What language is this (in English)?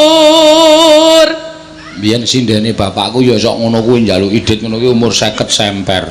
Javanese